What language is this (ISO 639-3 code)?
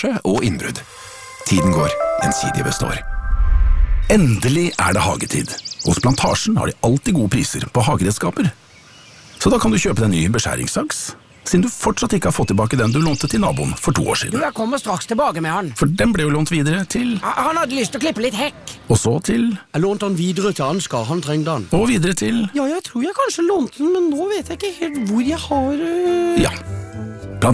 nor